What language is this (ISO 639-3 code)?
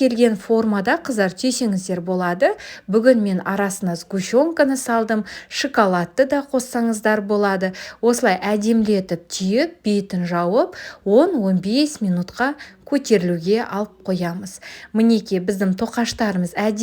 kaz